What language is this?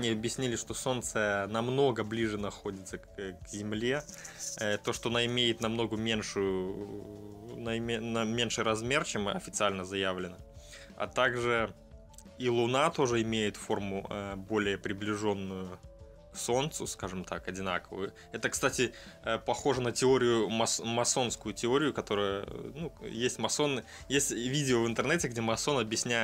Russian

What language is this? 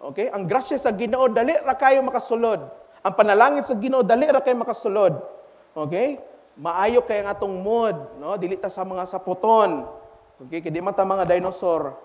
Cebuano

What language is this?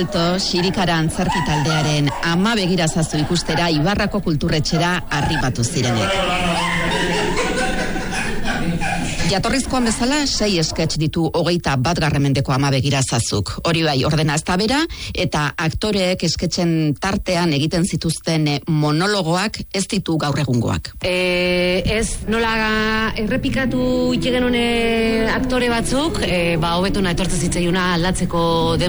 Basque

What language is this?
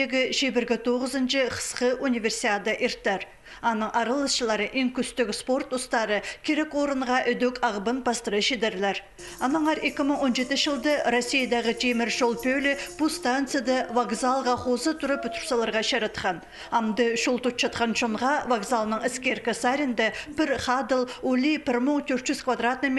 Khakas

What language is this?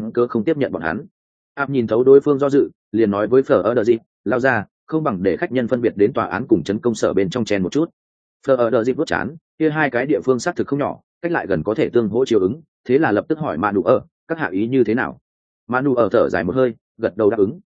Vietnamese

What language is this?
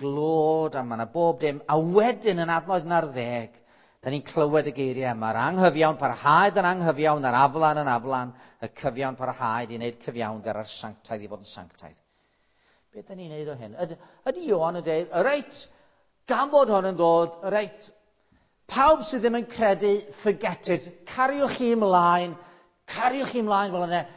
Welsh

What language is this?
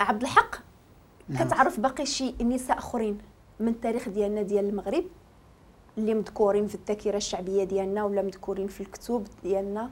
Moroccan Arabic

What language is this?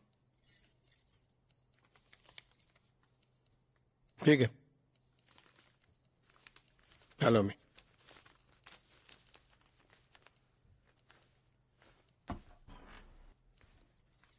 Marathi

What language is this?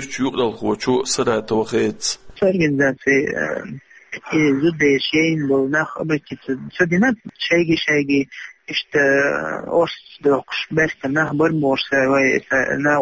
Chechen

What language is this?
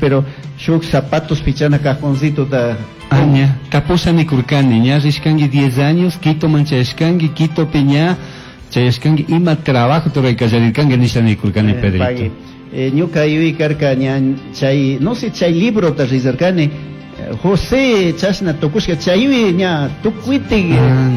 Chimborazo Highland Quichua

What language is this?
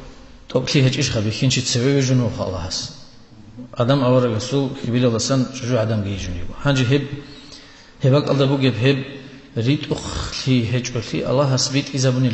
Avaric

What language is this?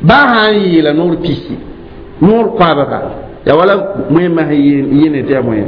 Mossi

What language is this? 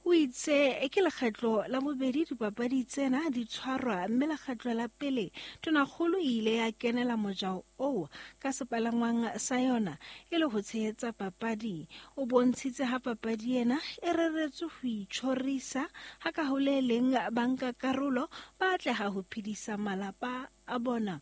Southern Sotho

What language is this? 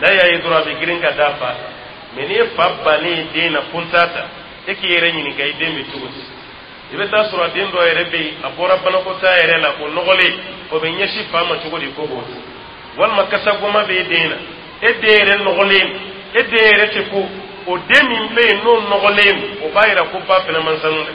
Dyula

